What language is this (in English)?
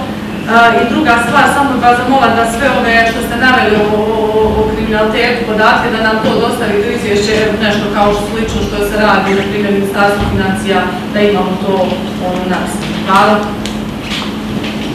Croatian